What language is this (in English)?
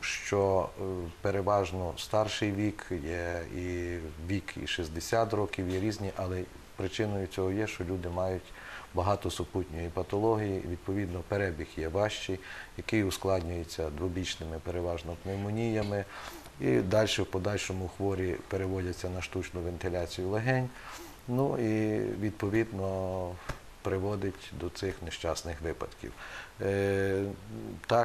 Ukrainian